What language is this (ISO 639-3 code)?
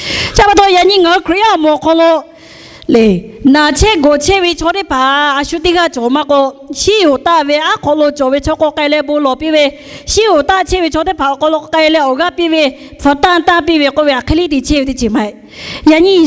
lhu